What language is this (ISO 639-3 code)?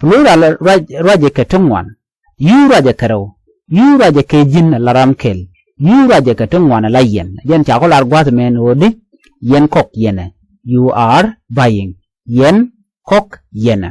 nus